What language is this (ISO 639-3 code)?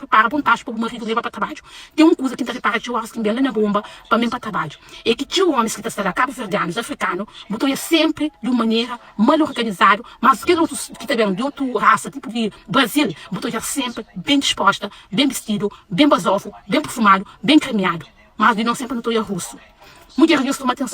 kea